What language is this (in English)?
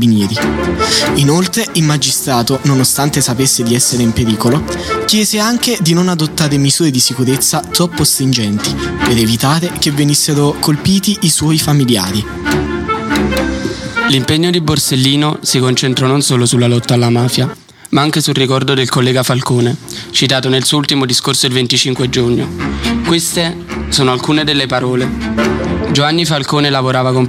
Italian